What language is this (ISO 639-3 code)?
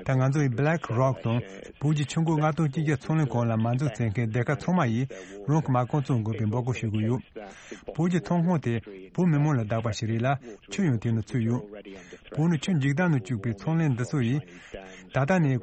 bod